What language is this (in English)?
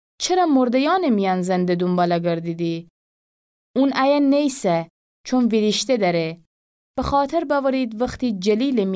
Gilaki